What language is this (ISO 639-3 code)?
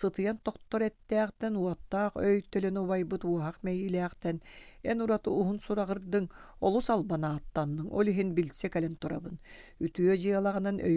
sah